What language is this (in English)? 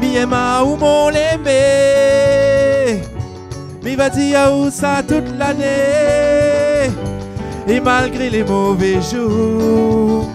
Réunion Creole French